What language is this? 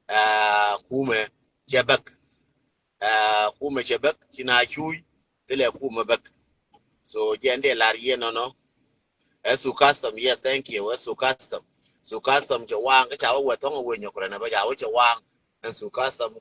Nuer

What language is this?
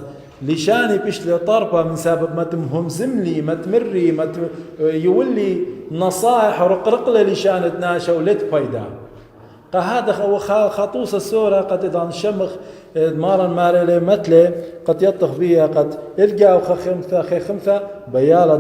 Assyrian Neo-Aramaic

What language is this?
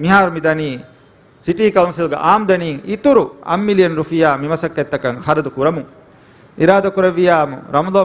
Divehi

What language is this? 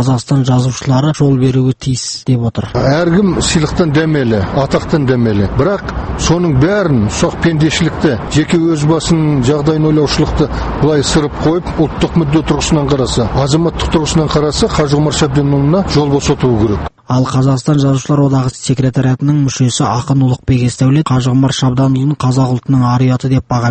Kazakh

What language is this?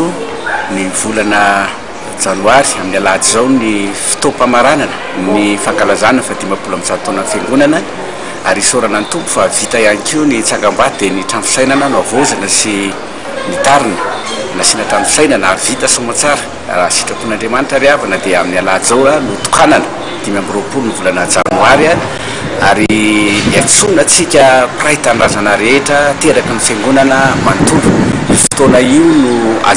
Malagasy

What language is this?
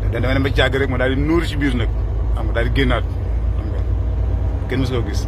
Wolof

